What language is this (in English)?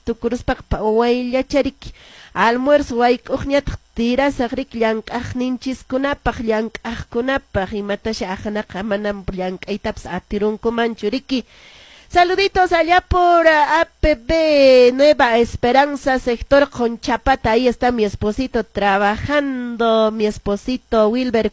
Quechua